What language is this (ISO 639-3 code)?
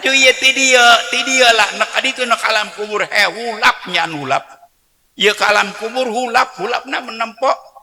sun